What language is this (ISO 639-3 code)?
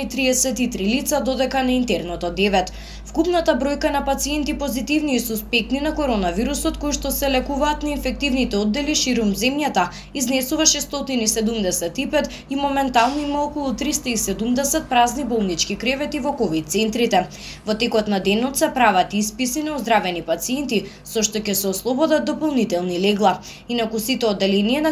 mkd